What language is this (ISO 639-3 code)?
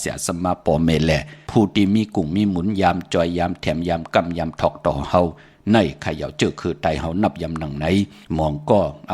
shn